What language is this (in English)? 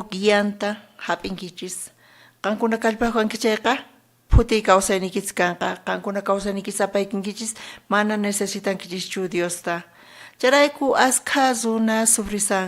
South Bolivian Quechua